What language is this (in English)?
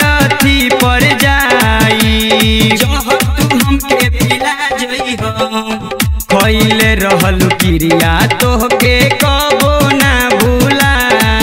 Bhojpuri